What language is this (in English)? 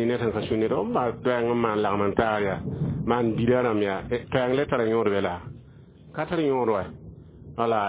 Mossi